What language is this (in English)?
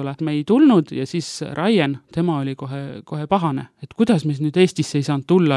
Estonian